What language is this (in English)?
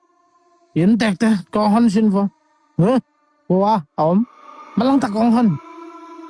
Tedim Chin